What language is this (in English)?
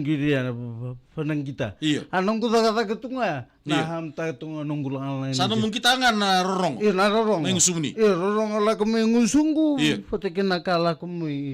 Fijian